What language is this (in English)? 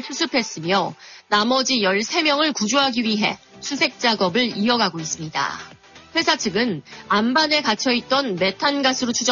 Korean